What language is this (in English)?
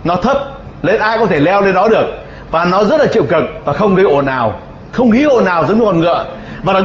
Vietnamese